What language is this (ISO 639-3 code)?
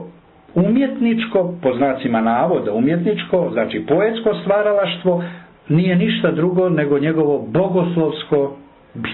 hrv